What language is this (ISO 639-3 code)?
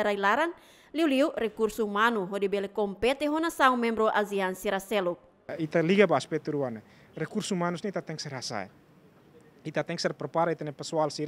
tet